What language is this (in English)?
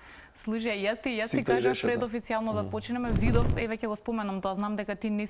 Macedonian